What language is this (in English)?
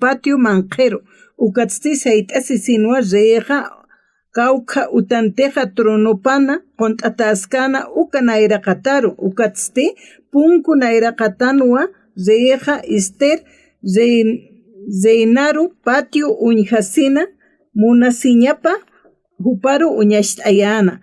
Aymara